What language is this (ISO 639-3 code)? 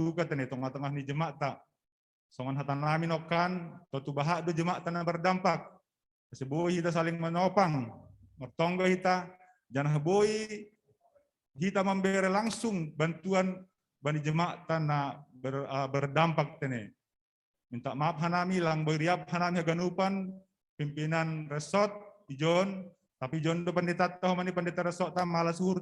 bts